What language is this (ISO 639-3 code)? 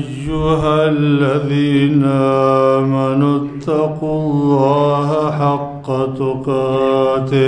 pus